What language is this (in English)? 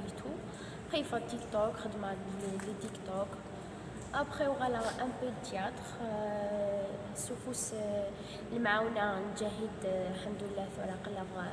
Kabyle